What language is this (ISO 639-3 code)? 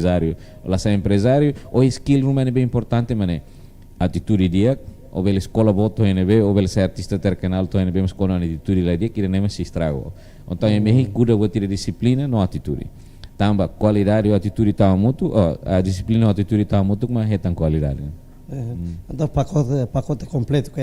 tet